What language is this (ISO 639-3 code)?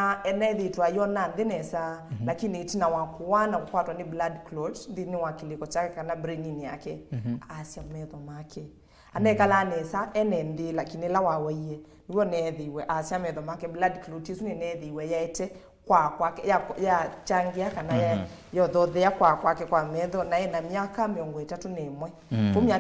kam